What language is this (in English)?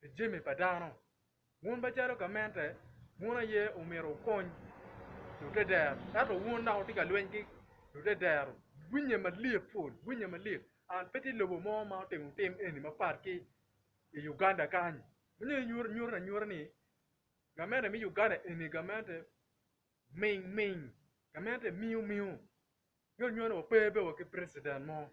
Acoli